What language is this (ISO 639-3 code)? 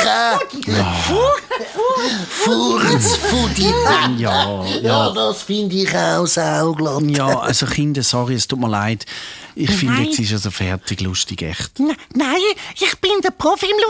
gsw